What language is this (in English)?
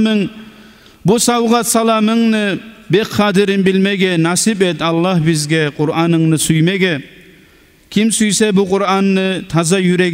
Kumyk